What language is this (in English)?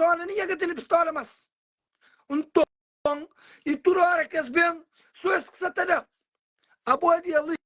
Kabuverdianu